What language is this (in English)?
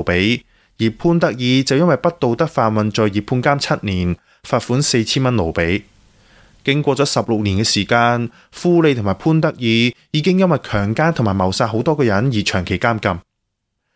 Cantonese